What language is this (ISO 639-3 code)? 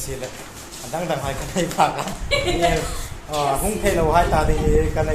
hmr